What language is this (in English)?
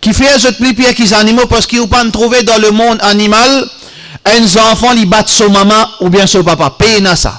Morisyen